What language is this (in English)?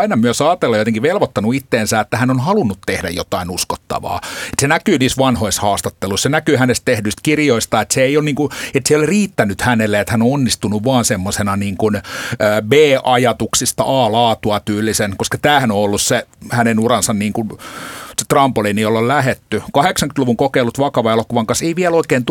Finnish